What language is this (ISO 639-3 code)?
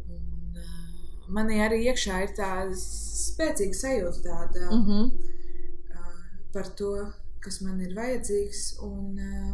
lav